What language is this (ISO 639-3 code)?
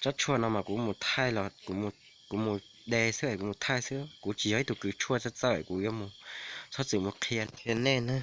hmn